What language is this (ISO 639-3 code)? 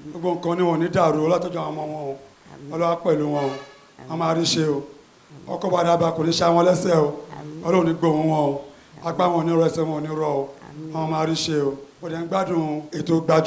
yor